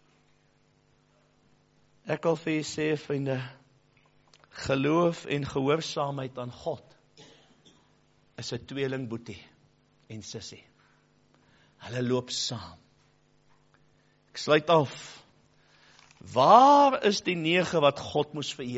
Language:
Afrikaans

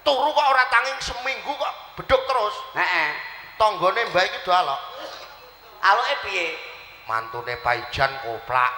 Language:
Javanese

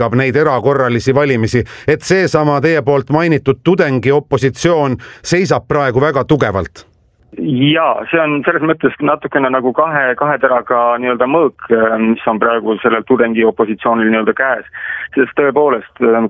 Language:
Estonian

